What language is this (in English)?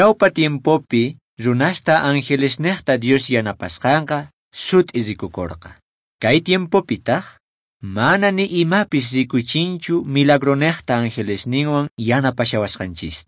Quechua